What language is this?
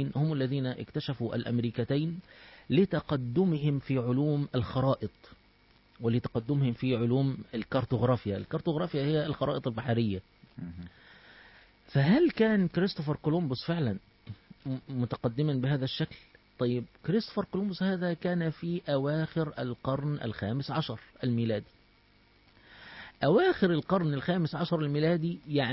Arabic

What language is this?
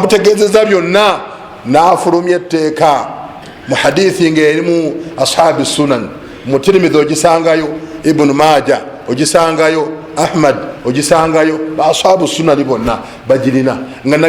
Ganda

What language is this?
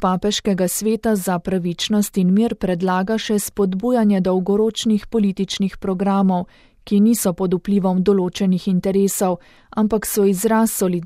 Slovenian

